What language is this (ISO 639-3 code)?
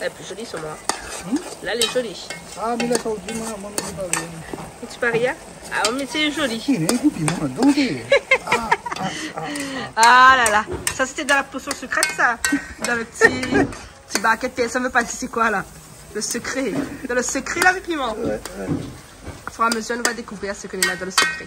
rcf